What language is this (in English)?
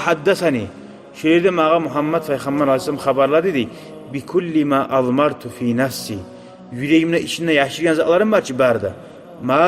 Kumyk